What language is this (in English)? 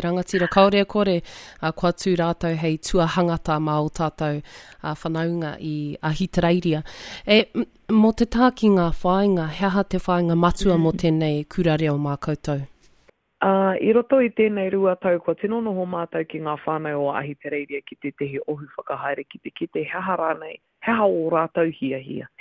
Māori